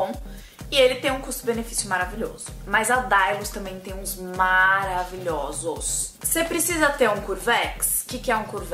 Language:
Portuguese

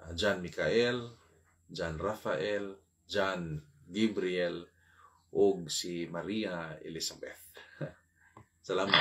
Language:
Cebuano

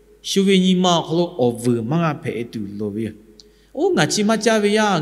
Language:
Lahu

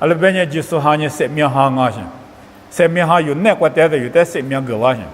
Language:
Lisu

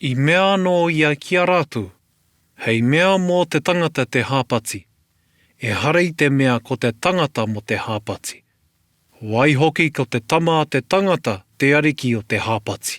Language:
Māori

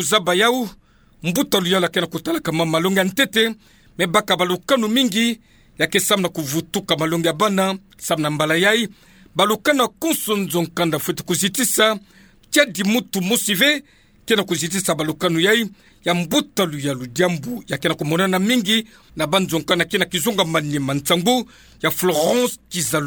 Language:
Kituba (Democratic Republic of Congo)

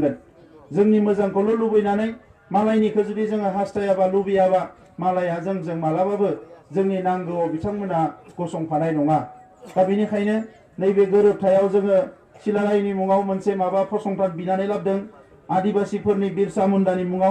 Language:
Bodo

